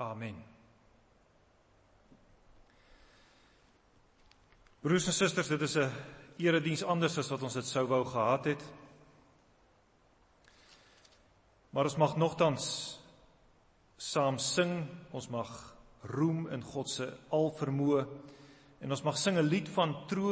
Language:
Afrikaans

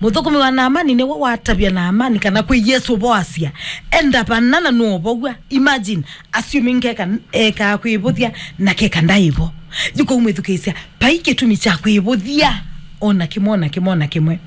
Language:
Kamba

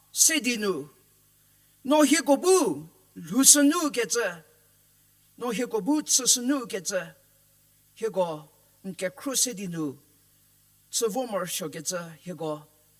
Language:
Angami Naga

